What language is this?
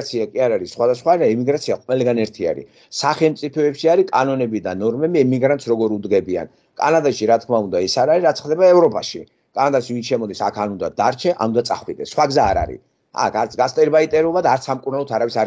Georgian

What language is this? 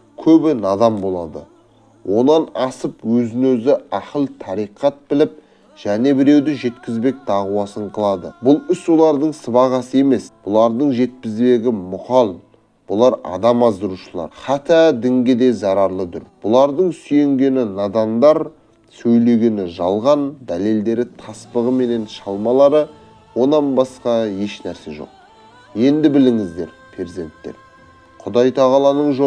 Kazakh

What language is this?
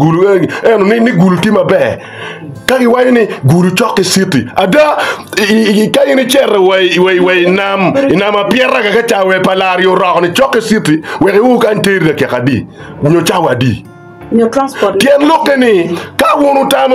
Acoli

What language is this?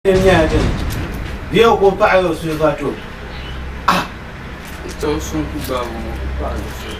Dagbani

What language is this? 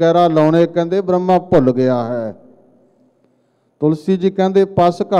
Punjabi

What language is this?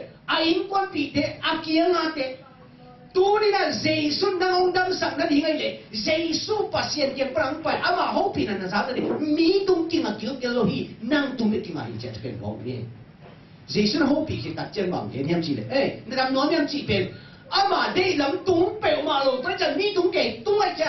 Tedim Chin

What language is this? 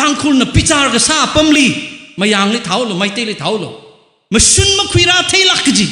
Tangkhul Naga (India)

